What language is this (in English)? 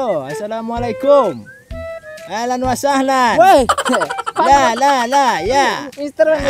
Minangkabau